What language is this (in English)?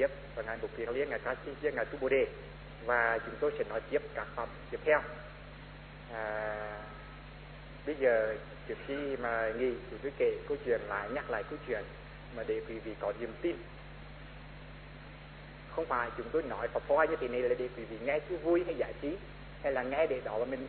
Vietnamese